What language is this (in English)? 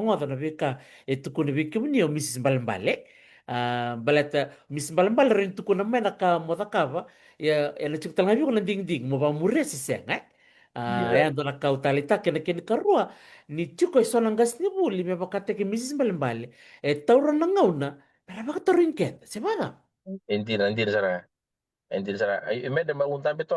Fijian